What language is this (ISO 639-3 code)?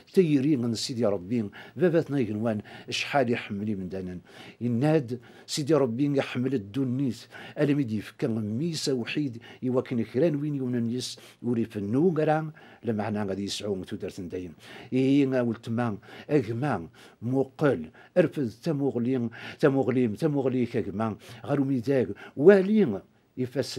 kab